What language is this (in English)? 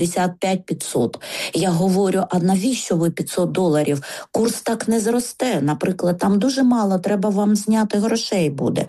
Ukrainian